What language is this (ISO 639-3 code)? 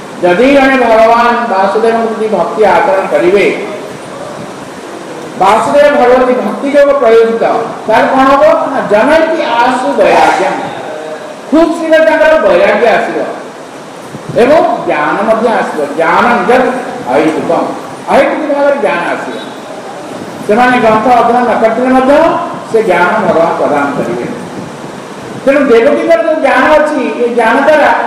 ori